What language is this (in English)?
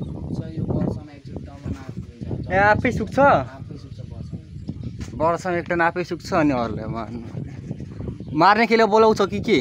Nepali